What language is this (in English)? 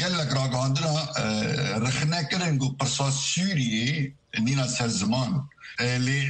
Kurdish